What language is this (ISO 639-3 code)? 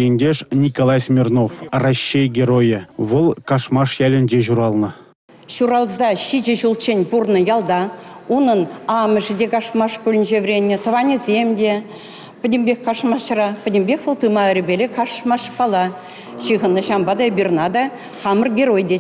chv